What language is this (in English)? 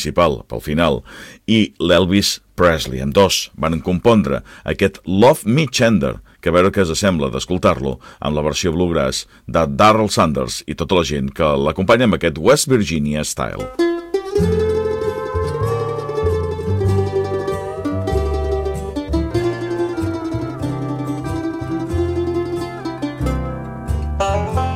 Catalan